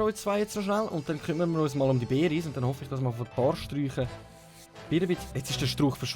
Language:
Swiss German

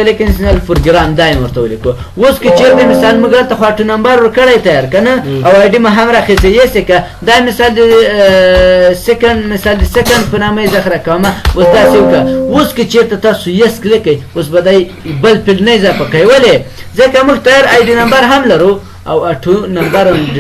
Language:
Pashto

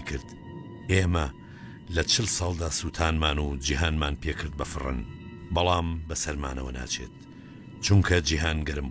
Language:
Central Kurdish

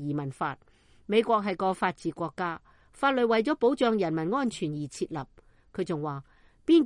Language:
Cantonese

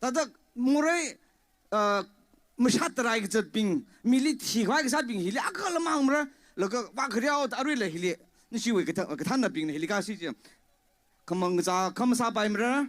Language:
Tangkhul Naga (India)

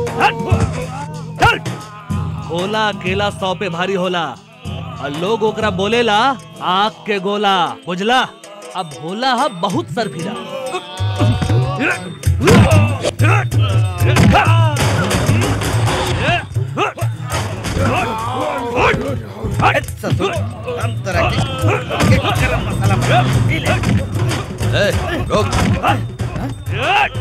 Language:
Bhojpuri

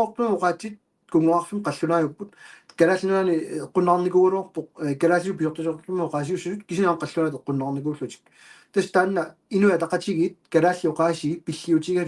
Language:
Kalaallisut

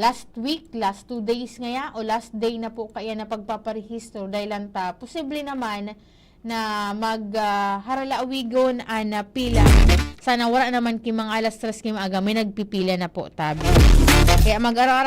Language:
Bikol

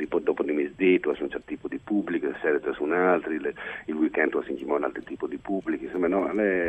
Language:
Friulian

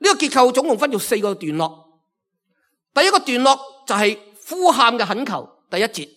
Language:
Cantonese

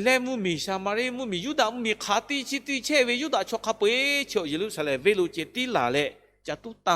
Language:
Lahu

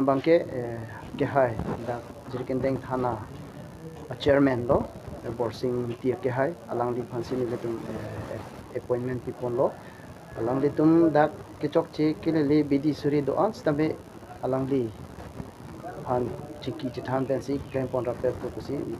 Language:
Karbi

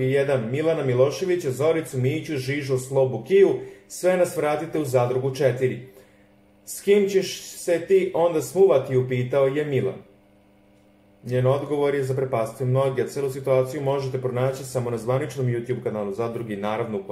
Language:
Serbian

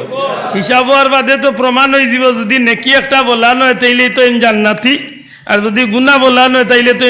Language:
Sylheti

